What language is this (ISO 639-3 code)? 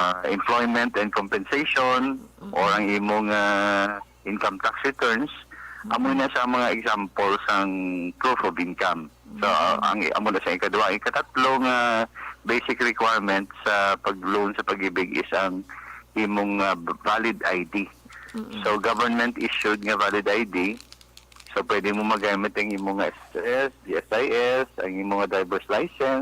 hil